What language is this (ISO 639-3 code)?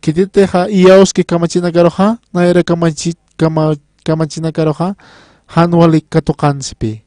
aym